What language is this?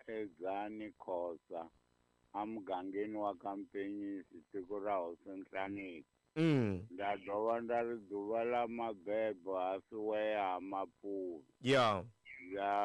Tsonga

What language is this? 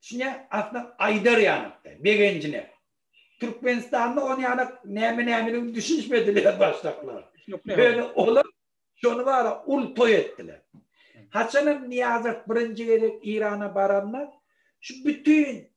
Turkmen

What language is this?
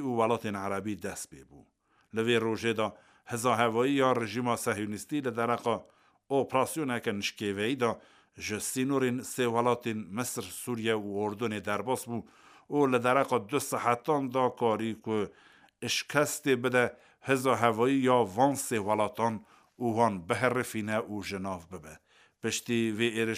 Kurdish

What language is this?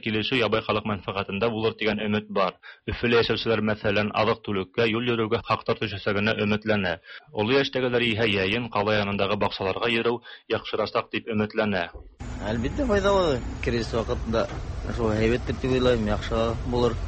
Tatar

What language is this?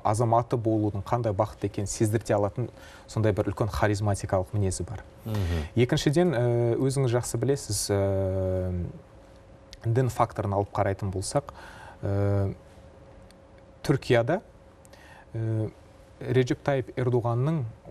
Kazakh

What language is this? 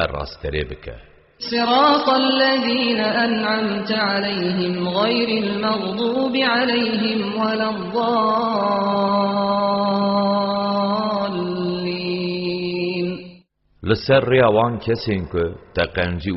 Kurdish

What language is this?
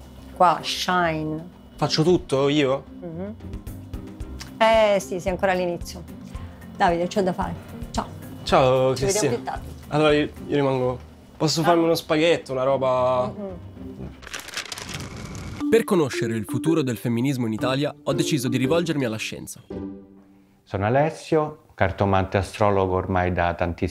Italian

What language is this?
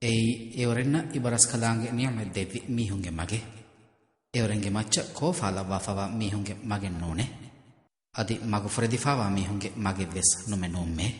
Divehi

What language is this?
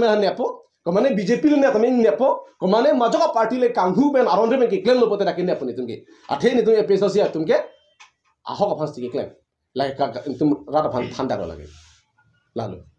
Karbi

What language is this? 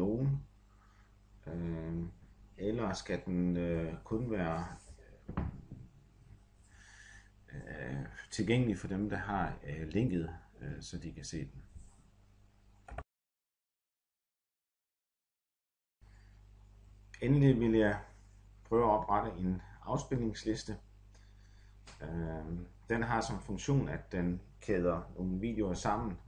Danish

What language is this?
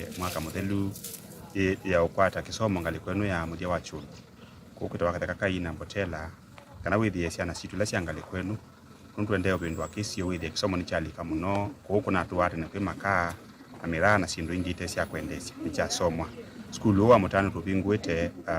Kamba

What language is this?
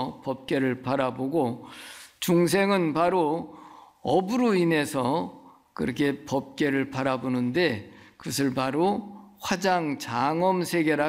Korean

